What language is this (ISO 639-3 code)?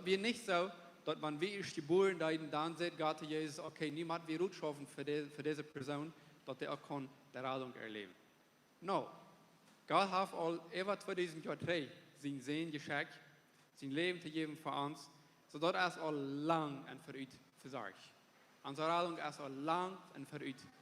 pdt